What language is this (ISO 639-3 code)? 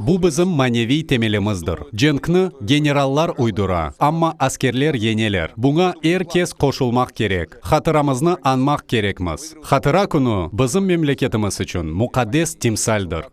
crh